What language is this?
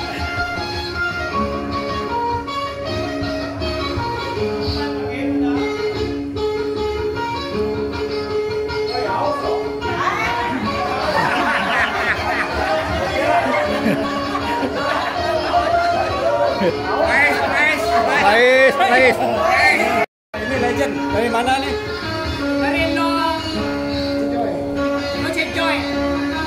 Malay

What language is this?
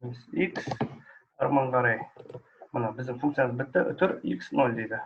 Kazakh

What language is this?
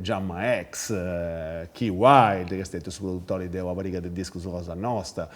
Sardinian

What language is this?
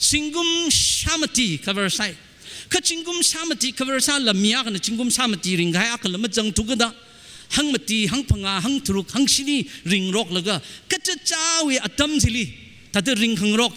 Tangkhul Naga (India)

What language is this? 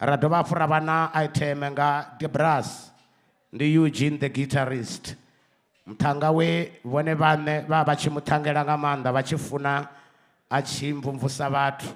Venda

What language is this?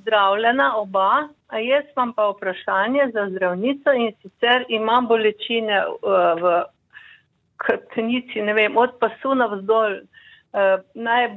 Slovenian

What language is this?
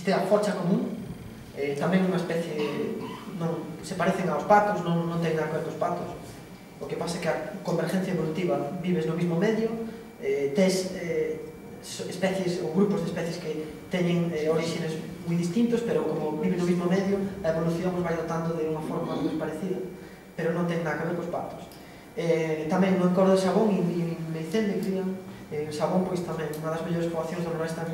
Galician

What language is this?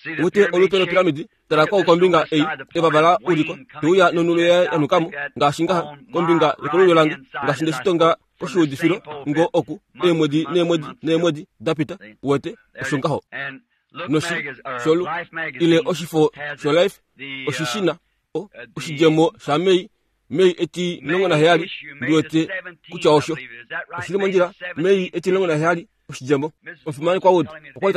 Kuanyama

